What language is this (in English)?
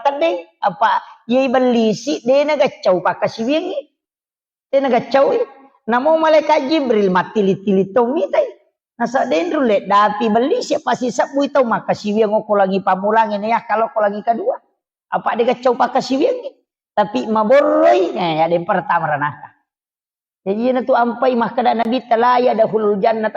Buginese